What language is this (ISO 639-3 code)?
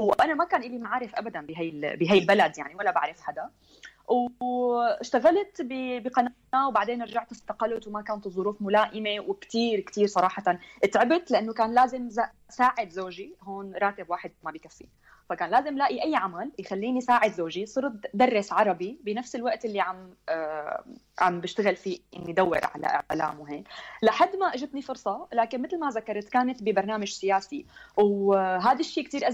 apc